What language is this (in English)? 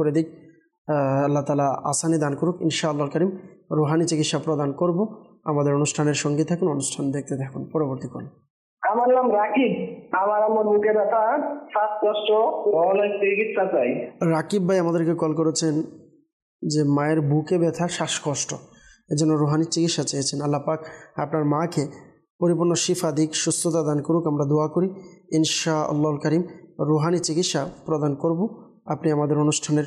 Bangla